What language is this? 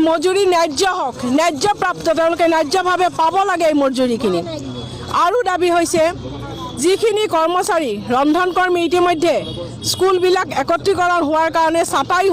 Assamese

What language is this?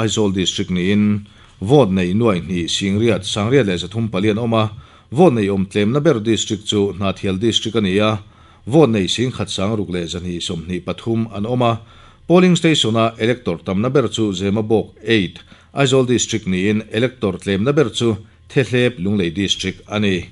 Mizo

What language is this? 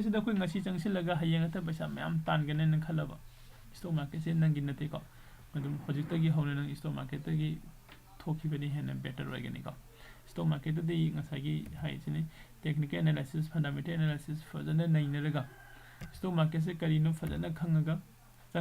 Manipuri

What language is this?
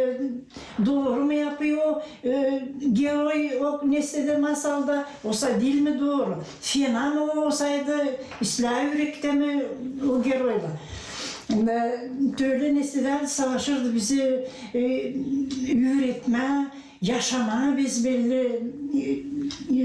Gagauz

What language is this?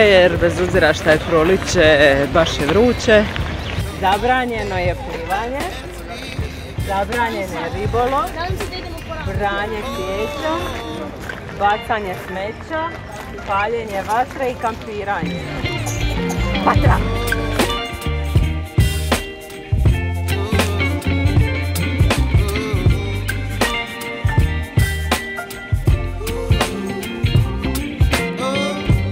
Croatian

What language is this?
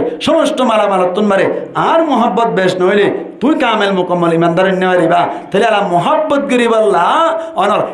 Rohingya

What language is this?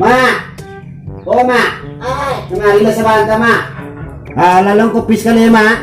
Minangkabau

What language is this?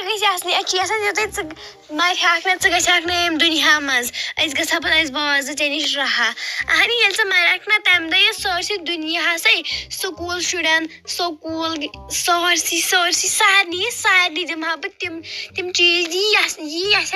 Kashmiri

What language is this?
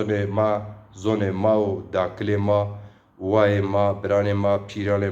Zaza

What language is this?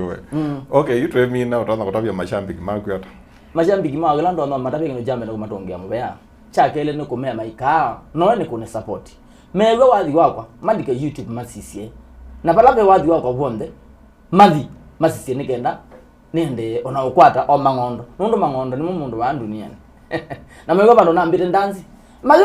Kamba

